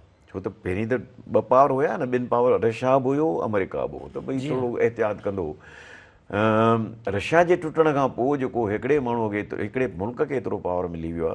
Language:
Sindhi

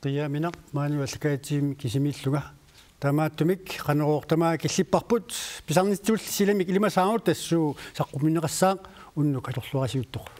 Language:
Kalaallisut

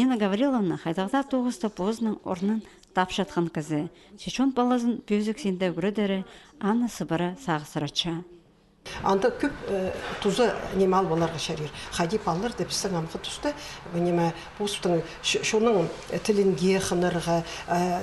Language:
Khakas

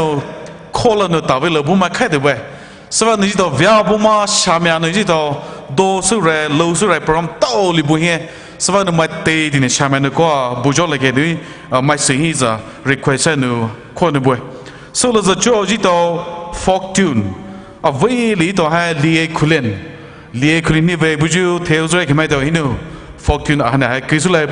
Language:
Poumei Naga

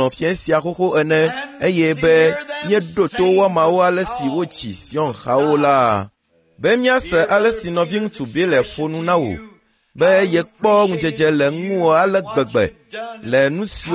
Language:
Ewe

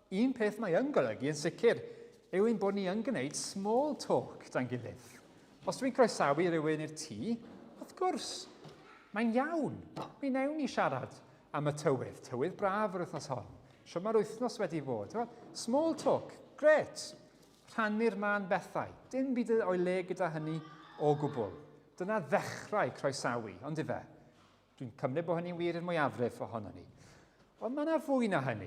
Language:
Welsh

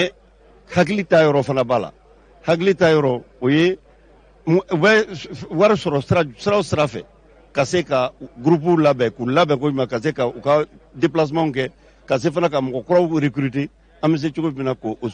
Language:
Bambara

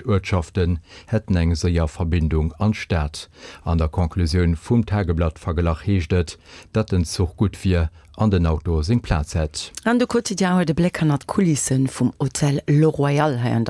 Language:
Luxembourgish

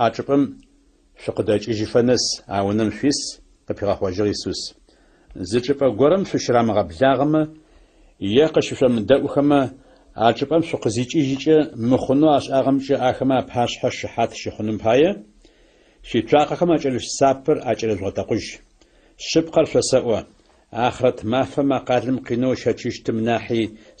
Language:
Adyghe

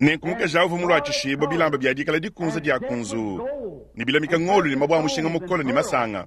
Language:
Luba-Lulua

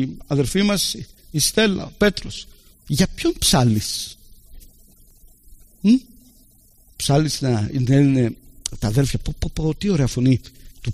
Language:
Greek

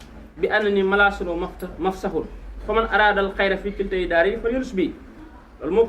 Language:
Wolof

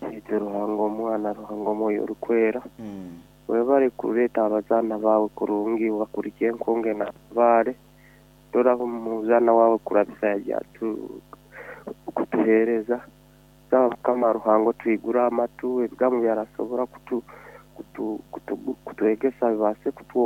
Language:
Nyoro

